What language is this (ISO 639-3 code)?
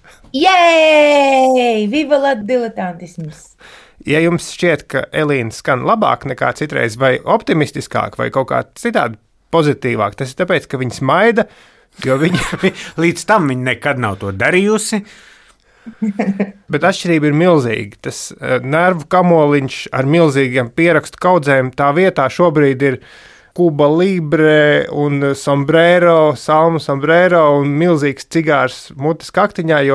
lav